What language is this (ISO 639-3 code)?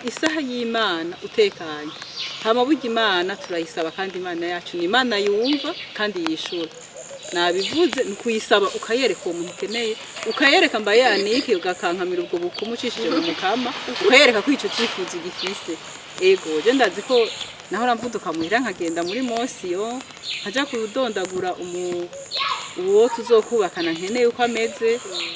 run